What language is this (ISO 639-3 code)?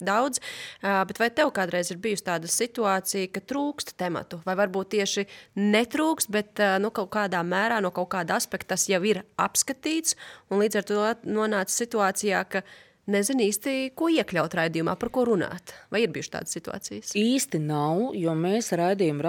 lav